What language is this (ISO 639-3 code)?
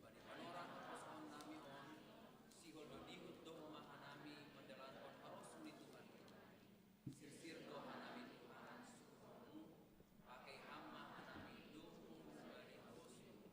bts